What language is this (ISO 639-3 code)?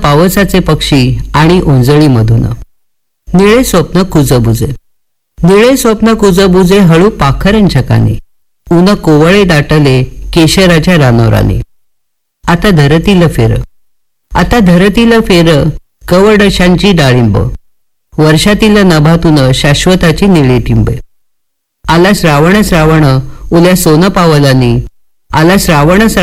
mar